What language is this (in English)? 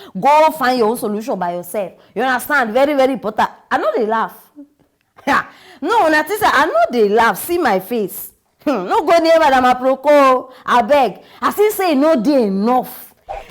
Nigerian Pidgin